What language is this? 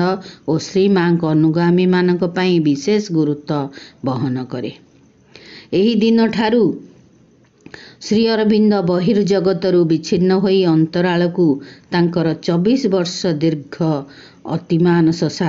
Odia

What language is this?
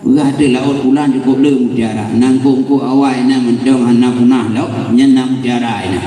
Achinese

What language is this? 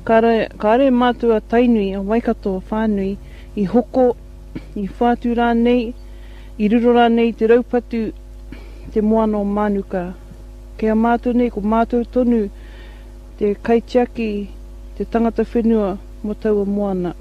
Māori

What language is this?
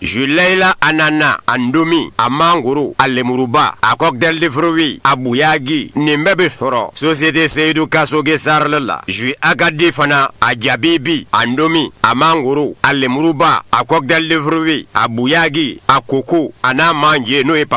Bambara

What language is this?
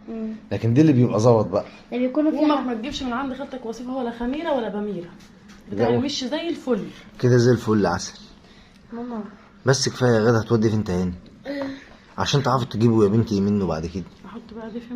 Egyptian Arabic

